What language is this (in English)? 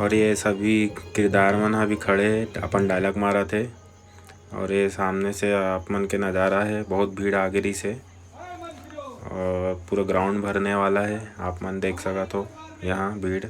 Chhattisgarhi